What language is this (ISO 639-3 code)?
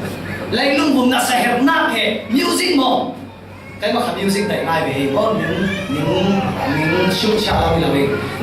cfm